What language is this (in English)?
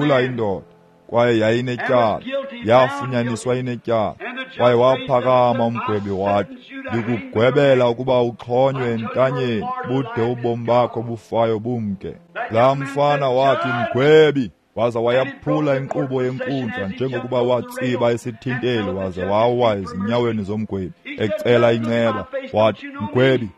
Xhosa